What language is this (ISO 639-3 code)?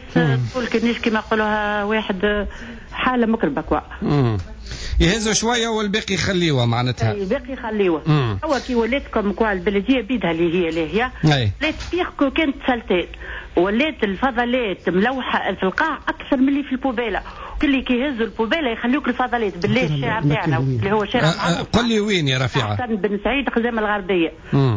aeb